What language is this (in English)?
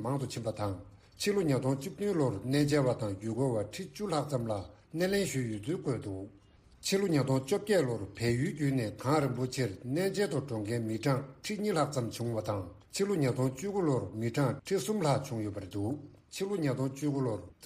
Tibetan